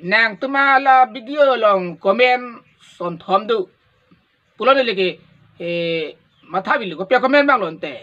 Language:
Karbi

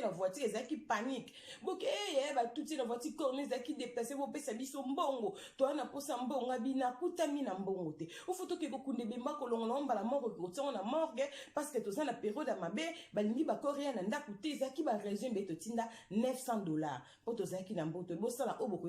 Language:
Lingala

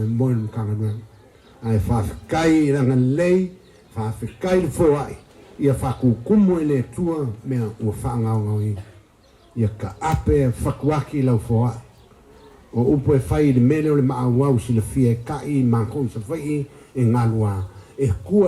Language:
Samoan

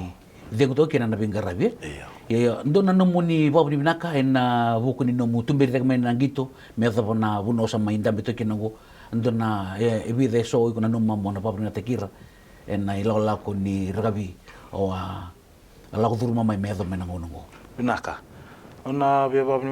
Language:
Fijian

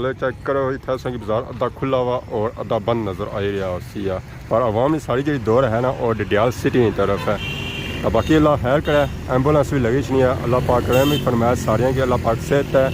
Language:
Pahari-Potwari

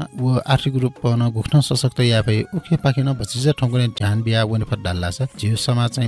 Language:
Newari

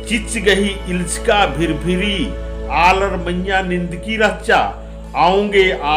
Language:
Kurukh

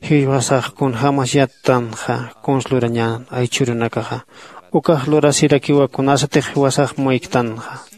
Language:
Aymara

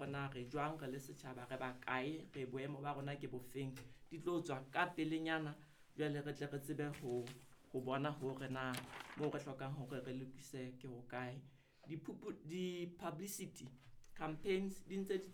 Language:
Southern Sotho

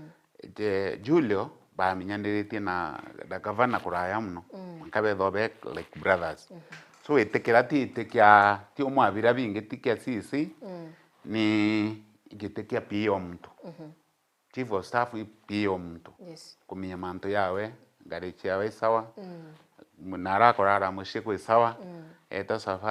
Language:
Meru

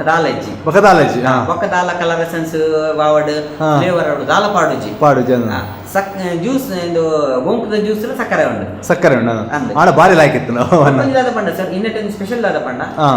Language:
Tulu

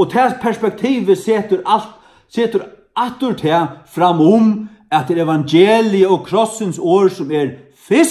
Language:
Faroese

